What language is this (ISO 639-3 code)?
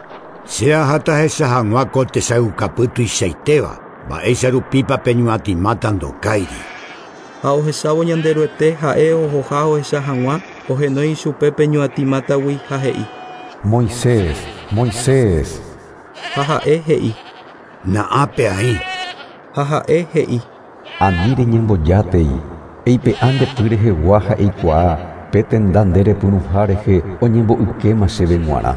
grn